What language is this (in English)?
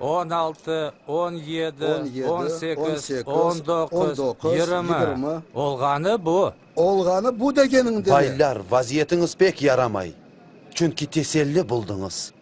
Crimean Tatar